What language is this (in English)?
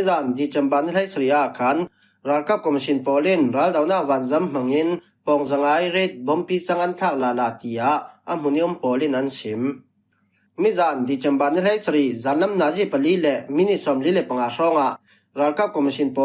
Falam Chin